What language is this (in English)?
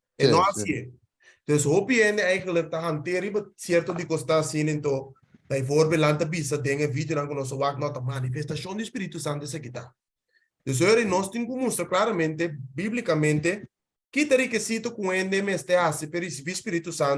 Papiamento